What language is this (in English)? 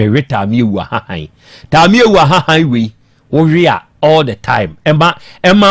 Akan